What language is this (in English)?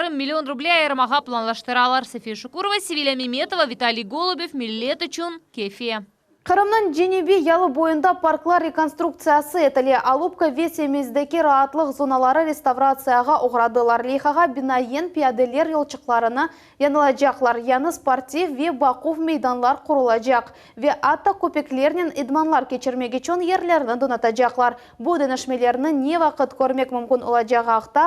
Crimean Tatar